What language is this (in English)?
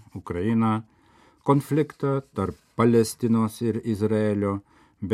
Lithuanian